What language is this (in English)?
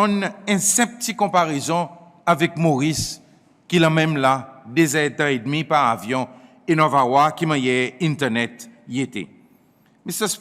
Seselwa Creole French